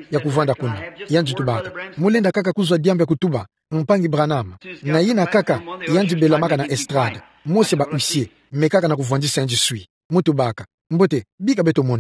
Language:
Kituba (Democratic Republic of Congo)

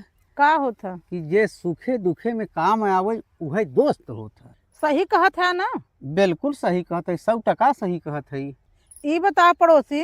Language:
Bhojpuri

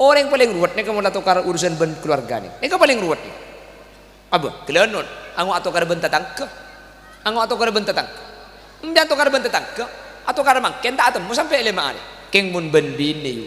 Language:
Madurese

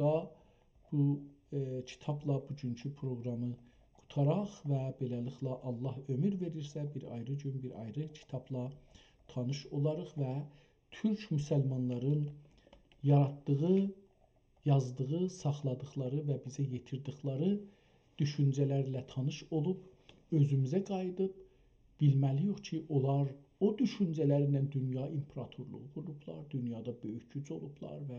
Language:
South Azerbaijani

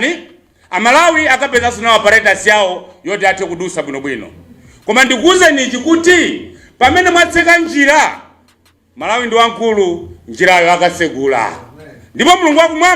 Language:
Nyanja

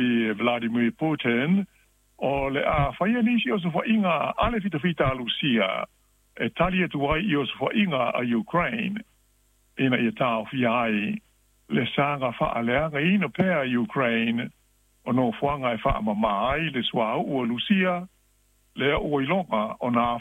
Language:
Samoan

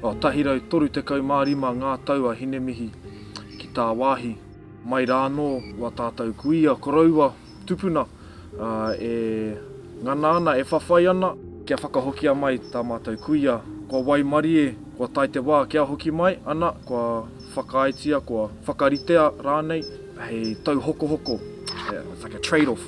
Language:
Māori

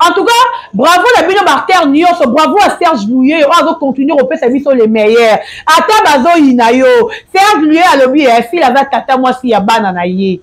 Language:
Lingala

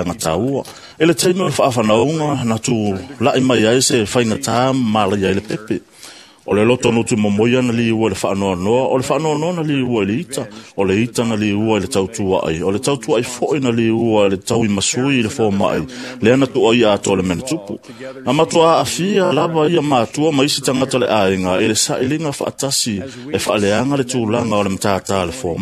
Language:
Samoan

